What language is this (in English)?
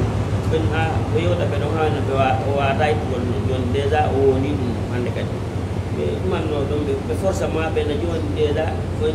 Fula